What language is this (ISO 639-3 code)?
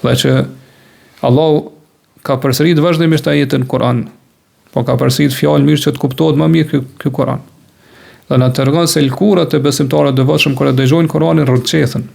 sqi